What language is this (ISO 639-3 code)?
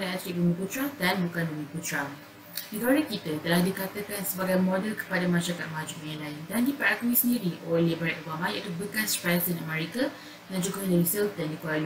msa